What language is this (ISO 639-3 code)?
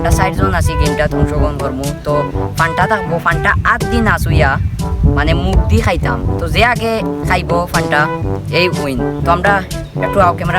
syl